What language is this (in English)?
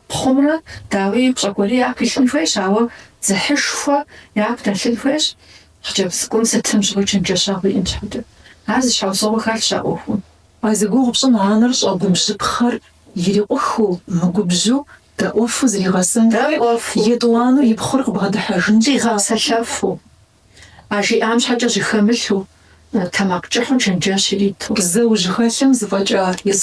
Kabardian